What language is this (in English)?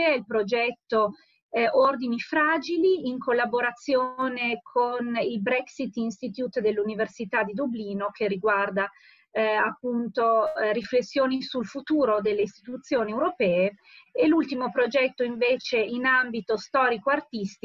Italian